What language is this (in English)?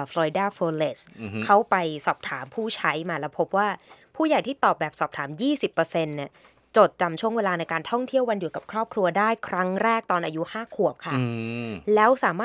Thai